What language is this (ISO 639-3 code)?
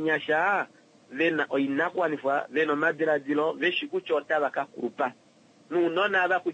kua